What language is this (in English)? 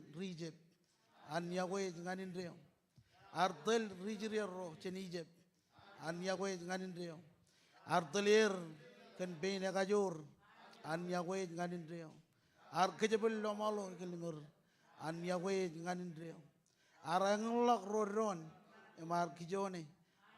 Marshallese